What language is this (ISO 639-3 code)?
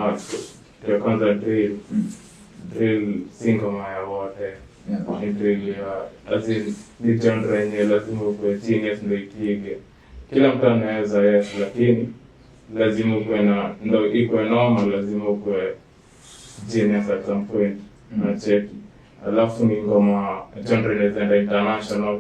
swa